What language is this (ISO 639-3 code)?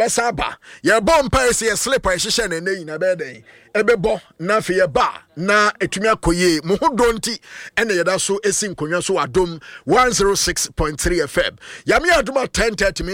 aka